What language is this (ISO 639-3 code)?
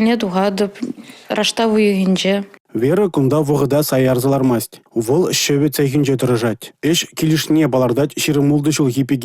chv